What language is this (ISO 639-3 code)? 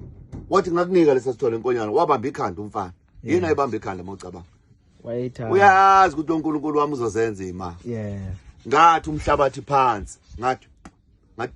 zul